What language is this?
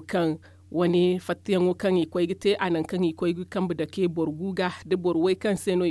Zarma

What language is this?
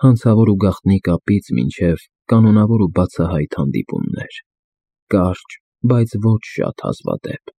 Armenian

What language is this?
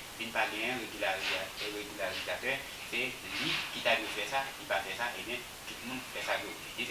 Haitian Creole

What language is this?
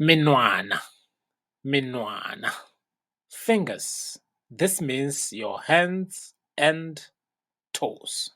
Tswana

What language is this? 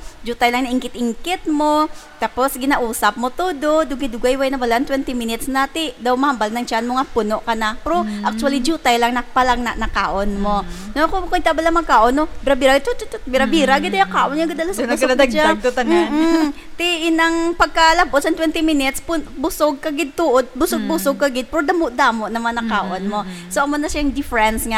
Hiligaynon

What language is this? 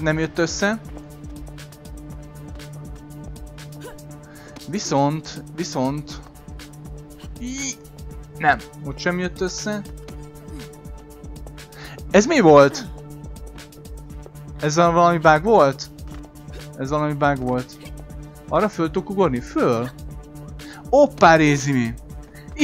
Hungarian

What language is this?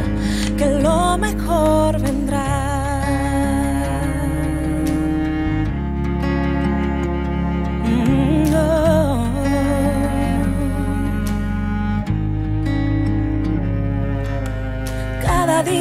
Spanish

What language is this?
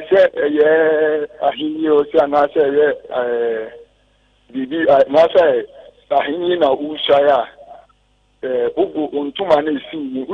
Akan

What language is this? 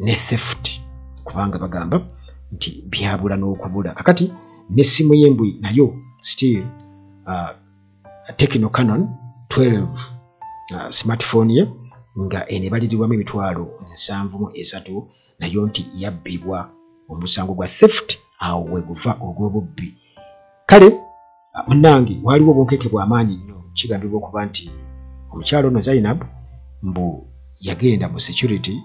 Ganda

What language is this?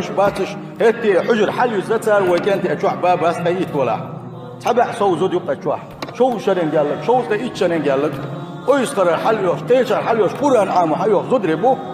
Chechen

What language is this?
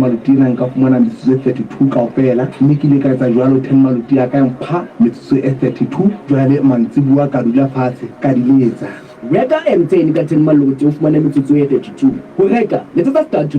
Southern Sotho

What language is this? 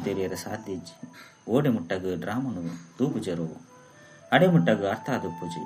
Tulu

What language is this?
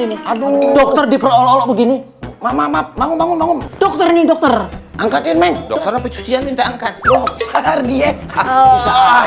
Betawi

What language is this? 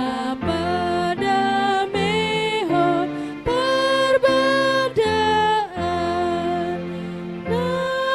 Batak Toba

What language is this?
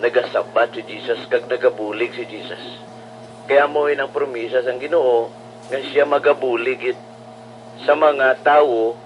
Hiligaynon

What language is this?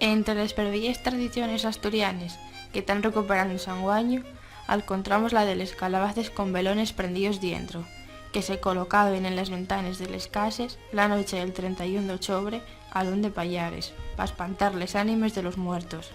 Asturian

